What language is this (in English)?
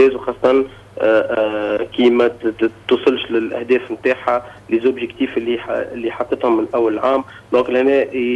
Tunisian Arabic